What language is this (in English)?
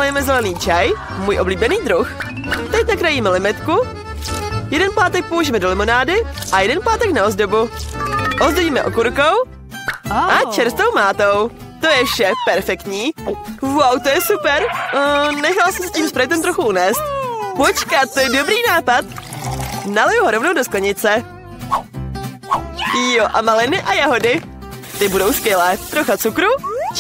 Czech